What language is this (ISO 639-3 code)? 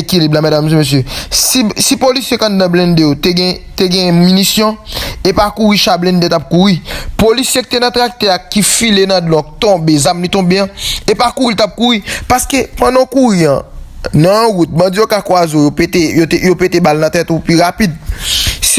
hat